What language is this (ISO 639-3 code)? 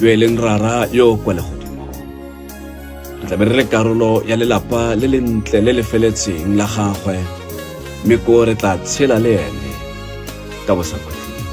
tsn